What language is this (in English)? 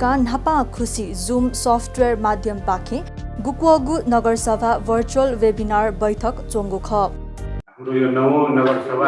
Newari